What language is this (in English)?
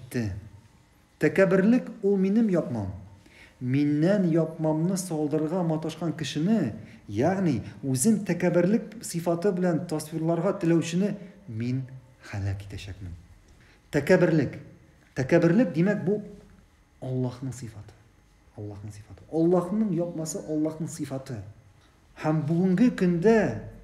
Tatar